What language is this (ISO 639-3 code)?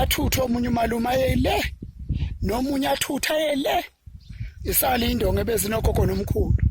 zul